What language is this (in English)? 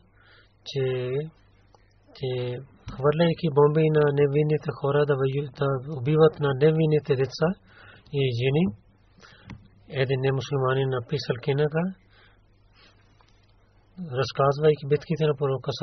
Bulgarian